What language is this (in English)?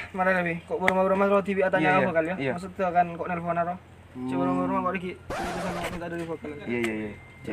Madurese